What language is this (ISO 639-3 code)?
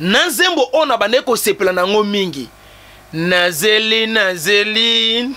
lin